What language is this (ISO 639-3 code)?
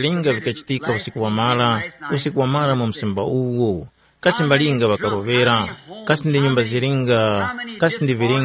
tum